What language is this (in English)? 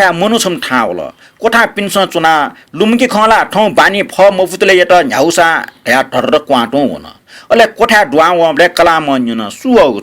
Newari